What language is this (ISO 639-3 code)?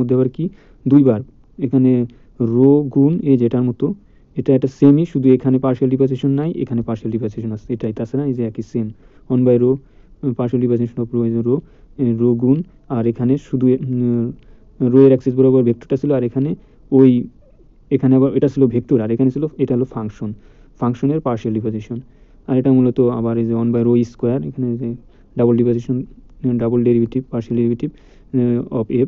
ben